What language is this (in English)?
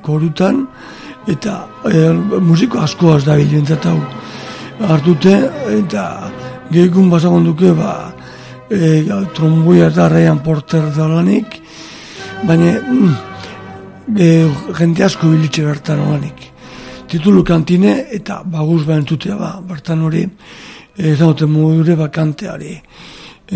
Basque